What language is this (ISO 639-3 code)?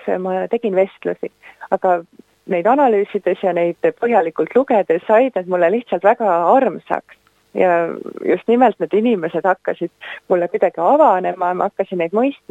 est